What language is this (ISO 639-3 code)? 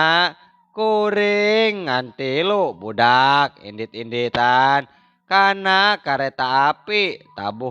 sun